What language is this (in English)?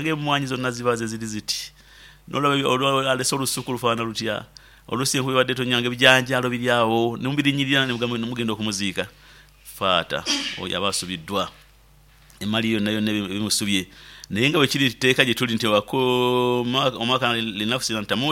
Nyoro